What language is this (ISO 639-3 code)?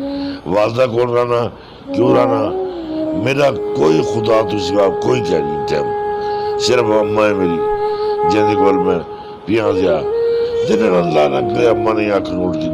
skr